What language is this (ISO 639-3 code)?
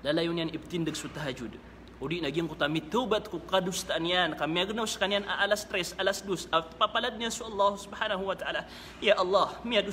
mrw